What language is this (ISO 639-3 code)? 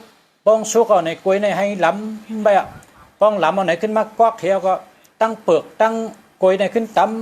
shn